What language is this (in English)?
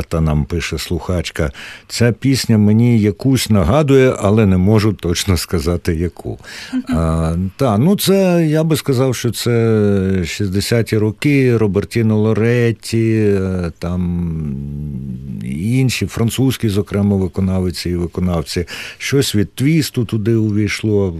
Ukrainian